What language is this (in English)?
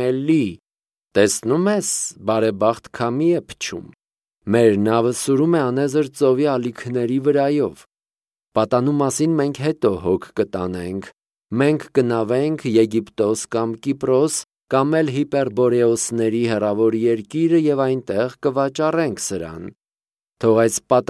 Armenian